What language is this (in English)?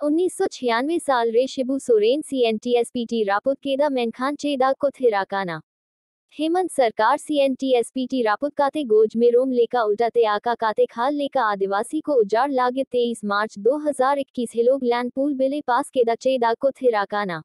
Santali